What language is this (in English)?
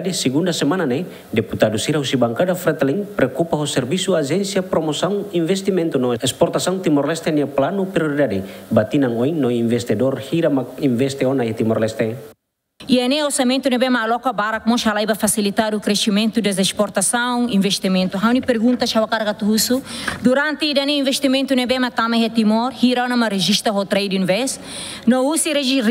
Tetum